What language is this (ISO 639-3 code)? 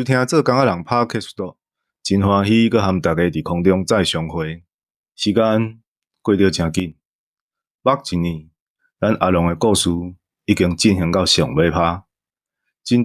nan